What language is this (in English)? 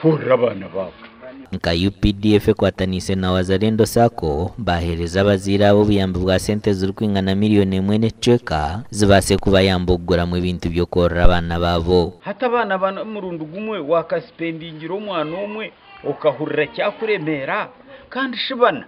Nyankole